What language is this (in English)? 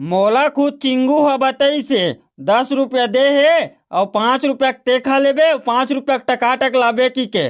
Chhattisgarhi